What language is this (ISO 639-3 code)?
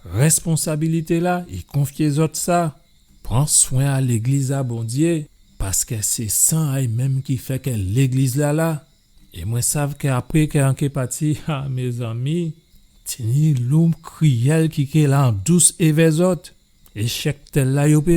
gcf